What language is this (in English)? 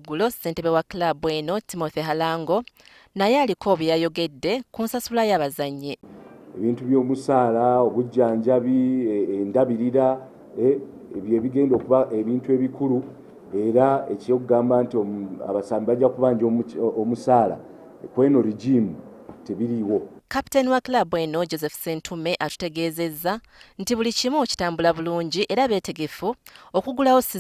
Ganda